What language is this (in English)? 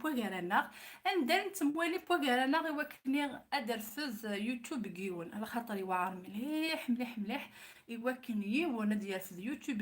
Kabyle